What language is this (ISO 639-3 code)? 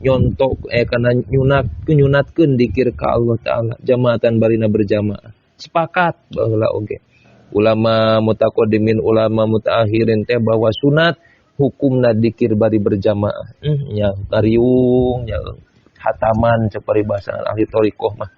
sun